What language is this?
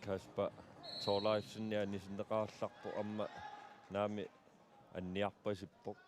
Kalaallisut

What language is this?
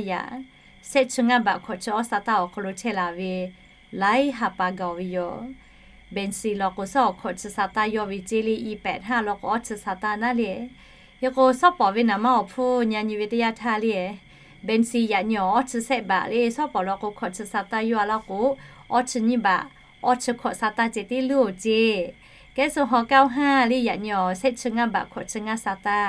Lahu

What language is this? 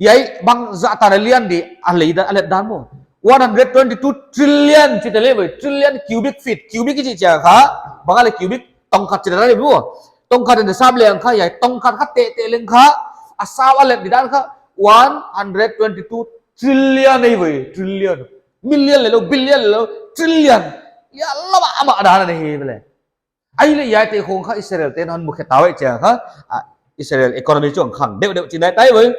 Paite Chin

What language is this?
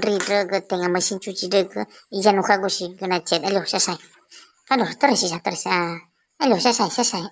Nias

